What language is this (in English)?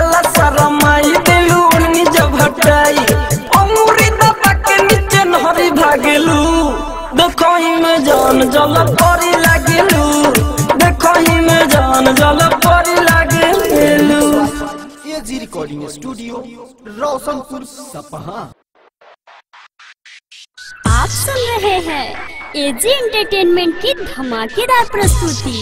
Bhojpuri